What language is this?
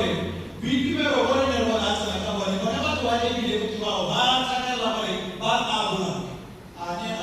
Tswana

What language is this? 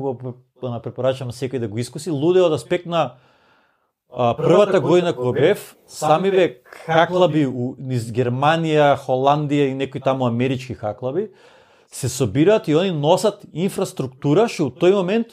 Macedonian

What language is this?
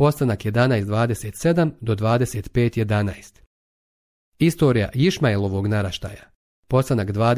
Serbian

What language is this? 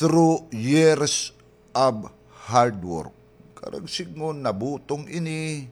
Waray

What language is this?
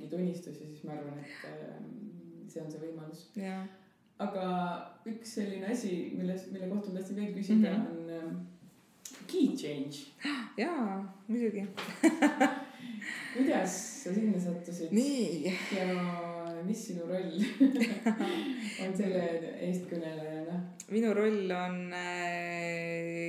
Estonian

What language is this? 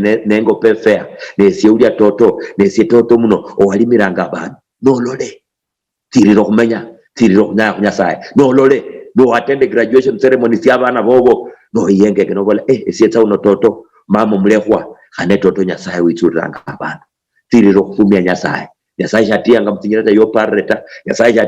Luyia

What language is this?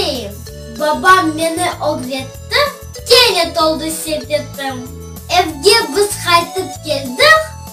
Crimean Tatar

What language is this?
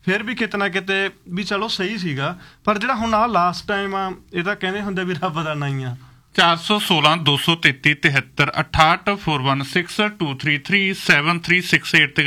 Punjabi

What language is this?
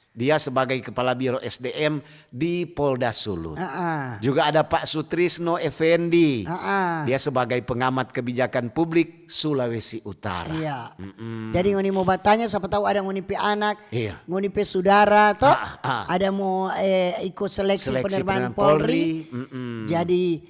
Manado Malay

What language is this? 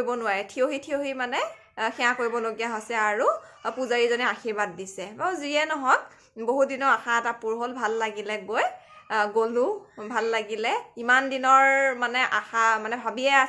Assamese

